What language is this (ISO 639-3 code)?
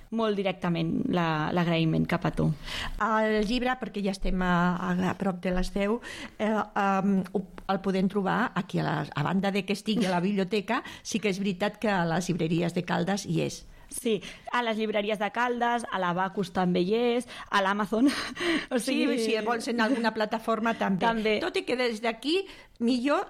cat